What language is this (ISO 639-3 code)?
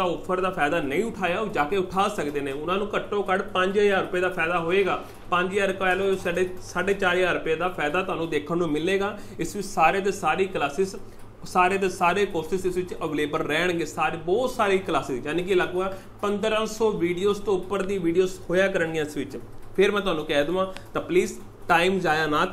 pan